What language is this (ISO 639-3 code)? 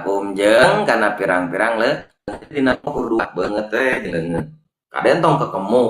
sun